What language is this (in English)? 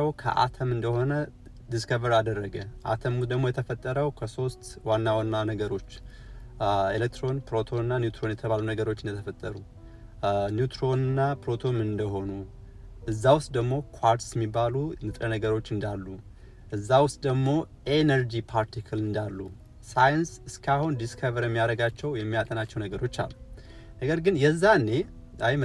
Amharic